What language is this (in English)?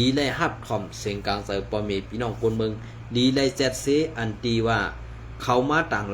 Shan